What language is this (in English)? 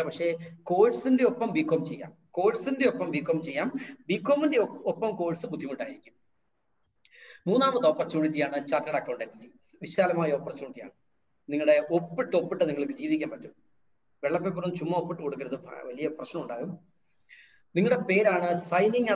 Malayalam